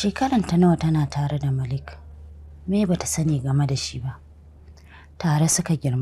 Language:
Hausa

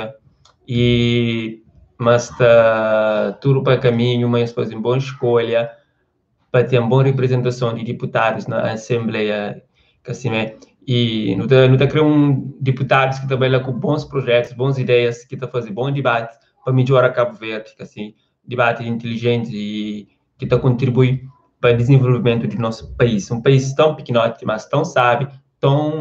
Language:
Kabuverdianu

